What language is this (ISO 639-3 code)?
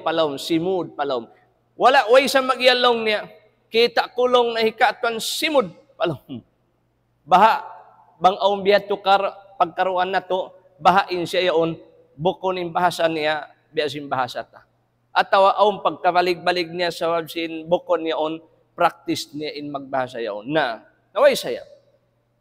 tsg